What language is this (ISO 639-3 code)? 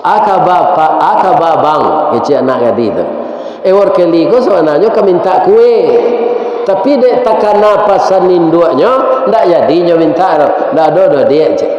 min